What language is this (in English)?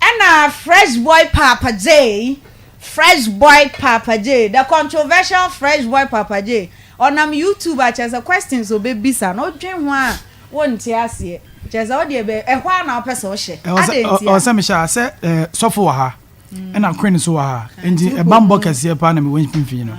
Akan